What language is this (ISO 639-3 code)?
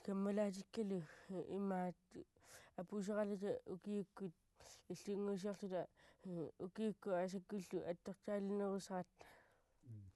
kal